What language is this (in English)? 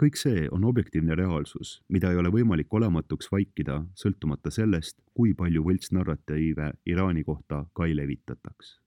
Estonian